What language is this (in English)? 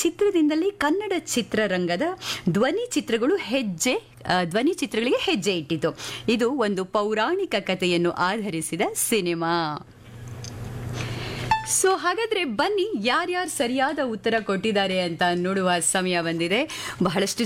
Kannada